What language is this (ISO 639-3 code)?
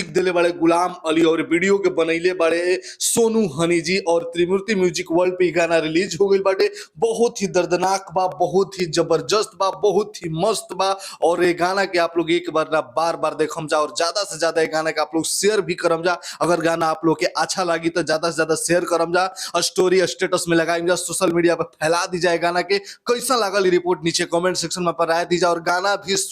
bho